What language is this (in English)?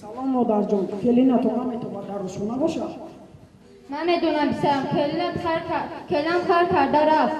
Tajik